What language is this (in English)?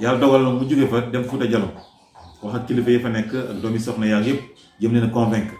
Wolof